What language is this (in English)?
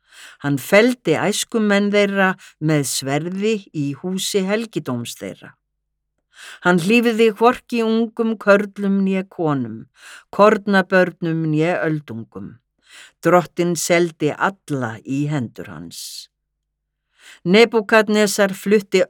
Icelandic